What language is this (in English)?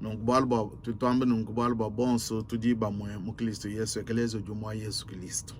Luba-Lulua